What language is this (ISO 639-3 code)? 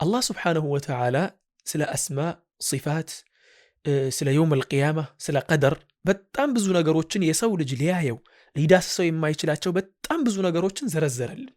amh